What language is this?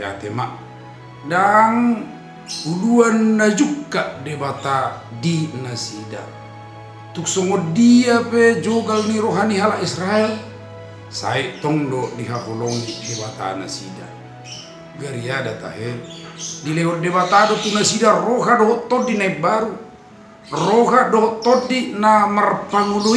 Batak Toba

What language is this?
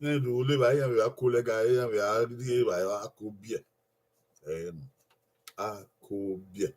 Bini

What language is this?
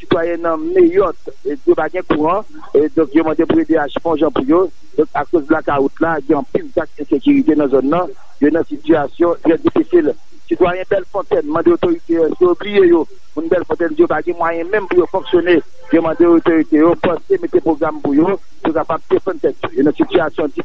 Haitian Creole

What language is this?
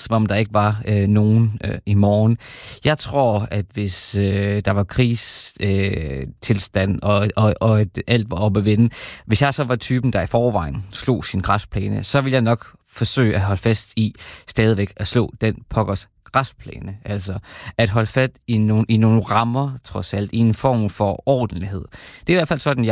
Danish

